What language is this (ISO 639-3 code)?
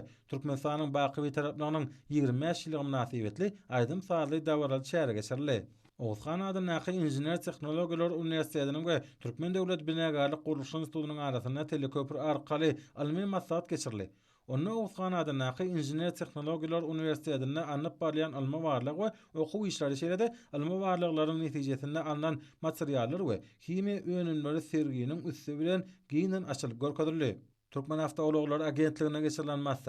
tuk